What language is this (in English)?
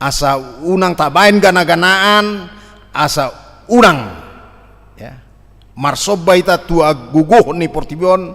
Batak Toba